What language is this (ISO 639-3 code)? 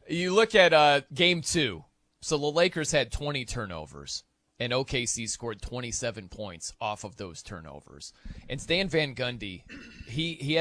eng